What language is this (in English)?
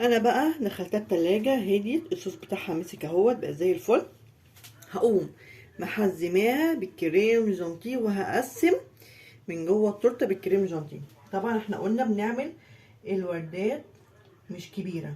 Egyptian Arabic